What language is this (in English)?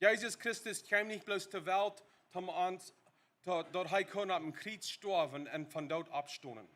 Plautdietsch